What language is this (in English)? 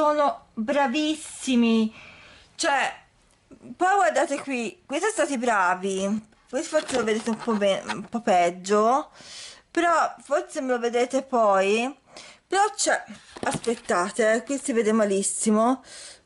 Italian